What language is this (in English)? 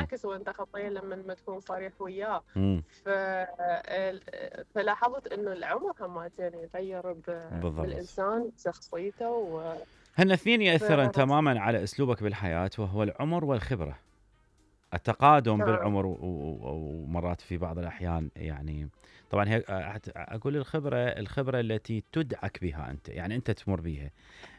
Mesopotamian Arabic